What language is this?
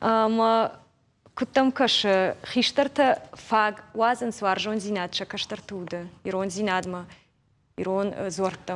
Ossetic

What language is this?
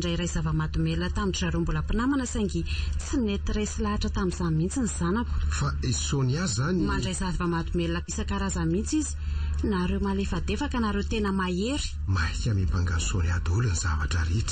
Malagasy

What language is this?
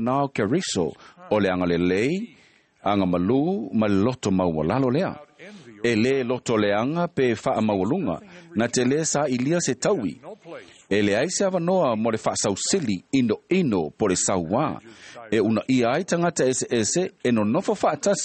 Samoan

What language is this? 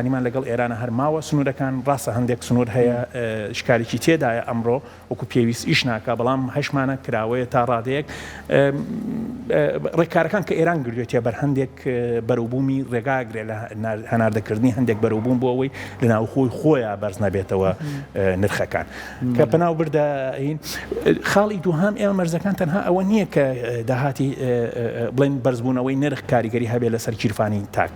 Central Kurdish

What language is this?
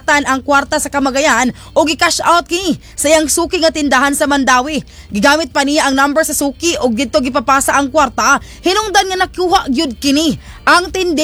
Cebuano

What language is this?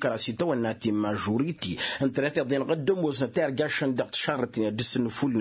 Tamasheq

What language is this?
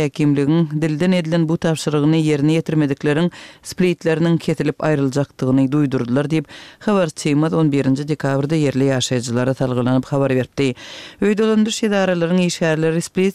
Turkmen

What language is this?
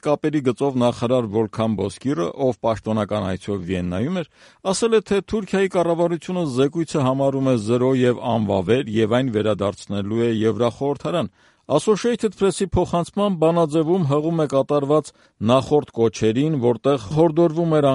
Armenian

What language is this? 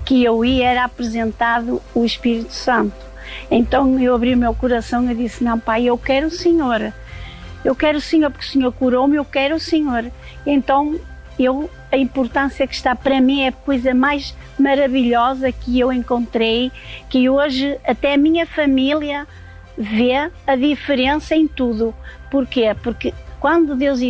Portuguese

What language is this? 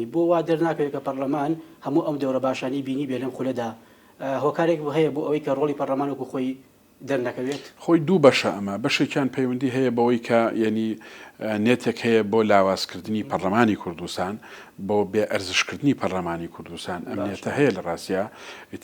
Central Kurdish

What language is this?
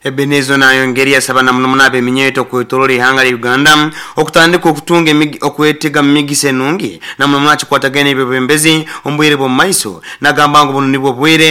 Nyoro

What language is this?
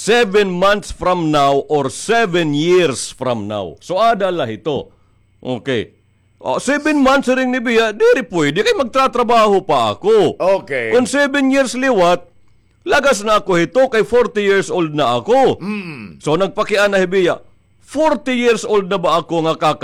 Waray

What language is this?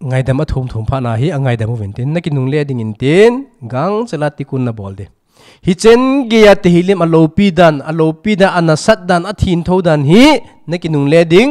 Thado Chin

